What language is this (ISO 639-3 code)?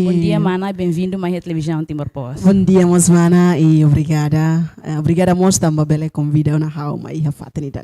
tet